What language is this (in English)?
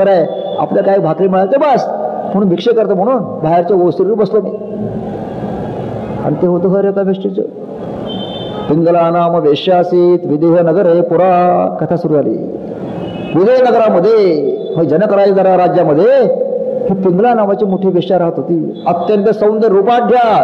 Marathi